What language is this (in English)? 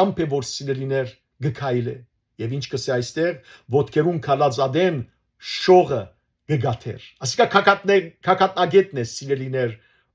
Western Armenian